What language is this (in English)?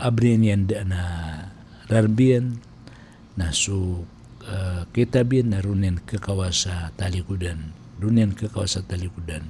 Maranao